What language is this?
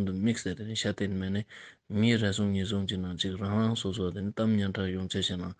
Ladakhi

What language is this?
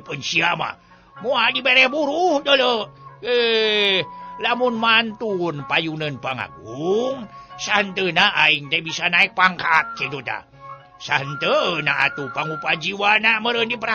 Sundanese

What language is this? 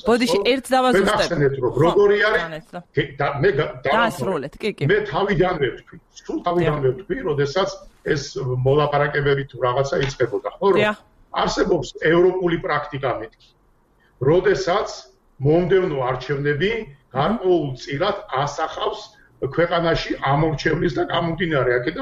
Georgian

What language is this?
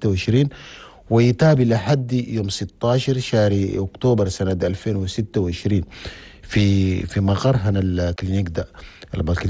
Chadian Arabic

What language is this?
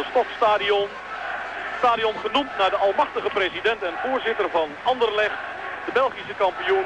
Dutch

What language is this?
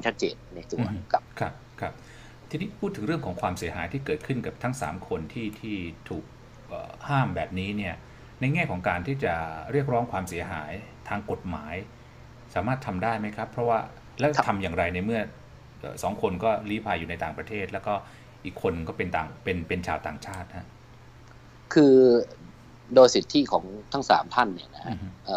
Thai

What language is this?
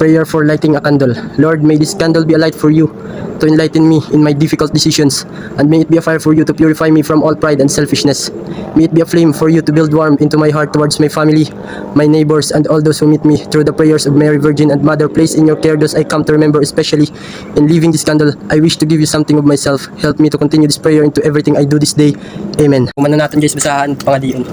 Waray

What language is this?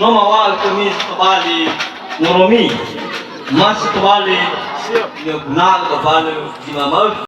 Nias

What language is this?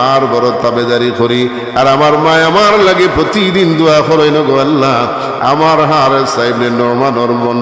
Sylheti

